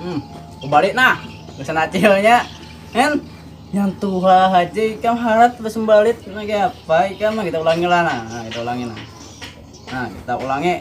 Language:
Banjar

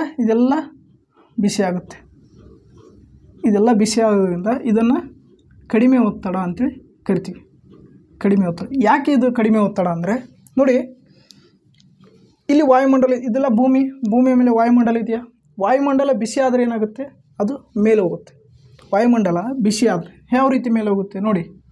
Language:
Kannada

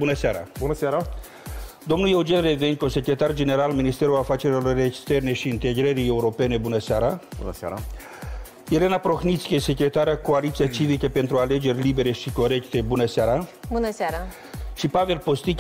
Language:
Romanian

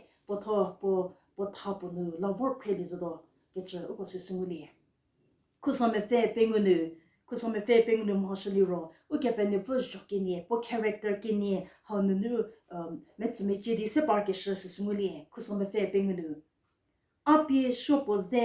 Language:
Angami Naga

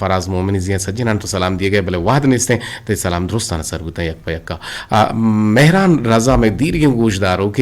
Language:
Eastern Balochi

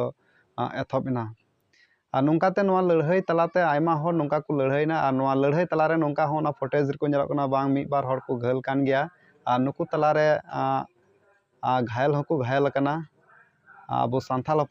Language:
Santali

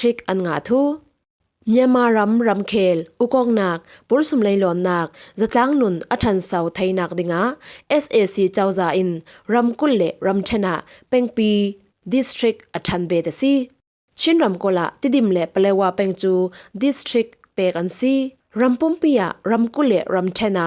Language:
Falam Chin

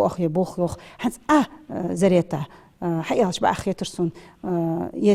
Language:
Ingush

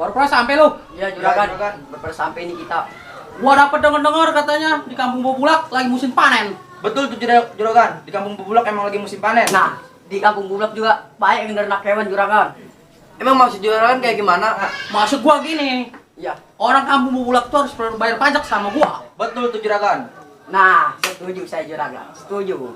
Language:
Betawi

